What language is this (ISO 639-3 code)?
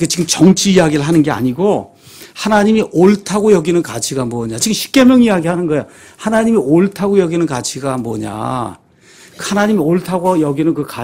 kor